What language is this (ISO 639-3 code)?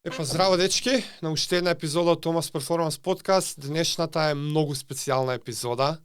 mkd